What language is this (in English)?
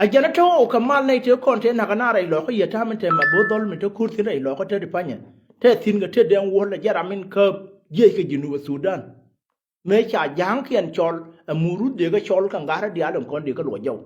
Nuer